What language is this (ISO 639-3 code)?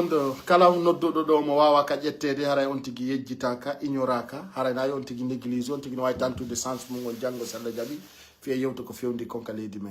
fuf